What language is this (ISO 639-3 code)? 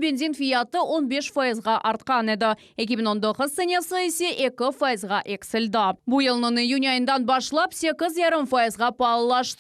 crh